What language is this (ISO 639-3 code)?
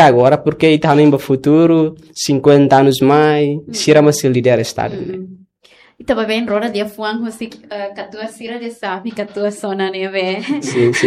tet